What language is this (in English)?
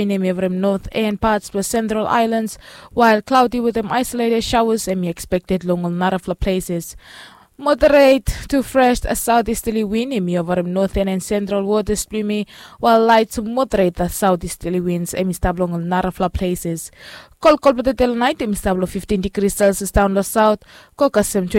Bislama